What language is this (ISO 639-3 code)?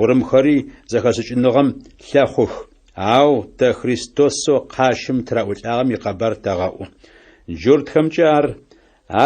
ady